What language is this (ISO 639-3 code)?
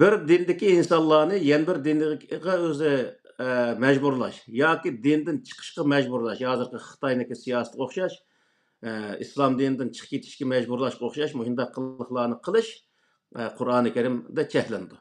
uig